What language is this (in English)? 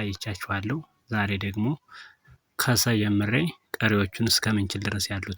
Amharic